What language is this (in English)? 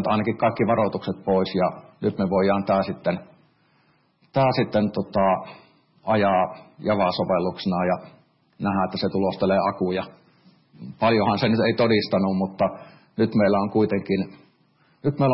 Finnish